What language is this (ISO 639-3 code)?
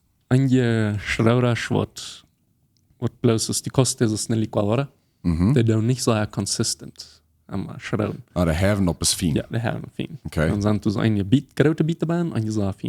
pdt